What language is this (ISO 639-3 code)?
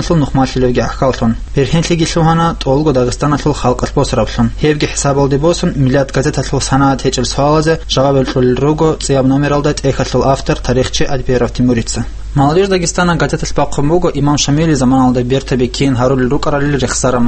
ava